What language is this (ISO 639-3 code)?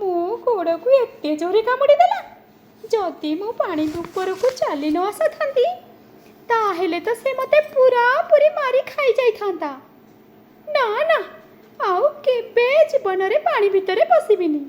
ori